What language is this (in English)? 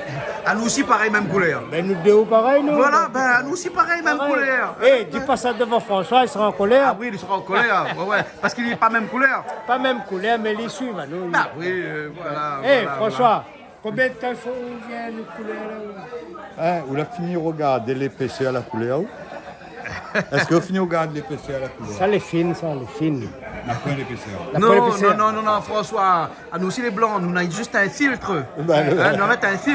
Réunion Creole French